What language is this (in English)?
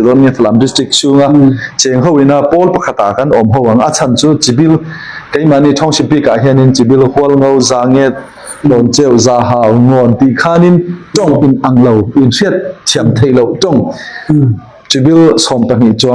Falam Chin